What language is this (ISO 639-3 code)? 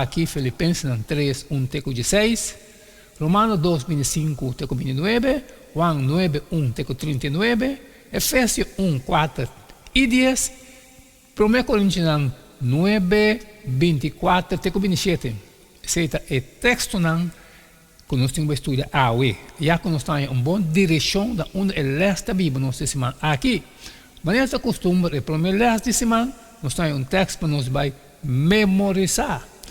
pap